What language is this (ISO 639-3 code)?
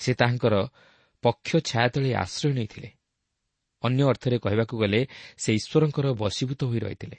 ori